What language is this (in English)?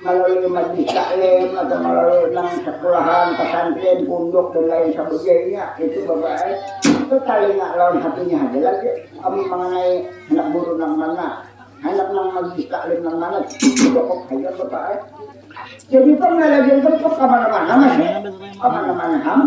Banjar